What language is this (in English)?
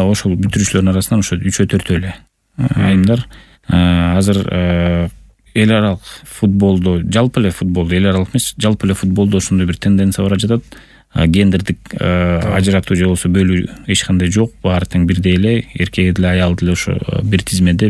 Kyrgyz